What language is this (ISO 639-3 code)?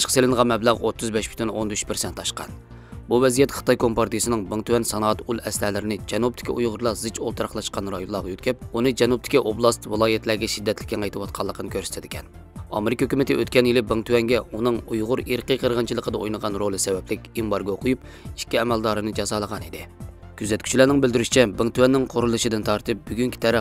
uig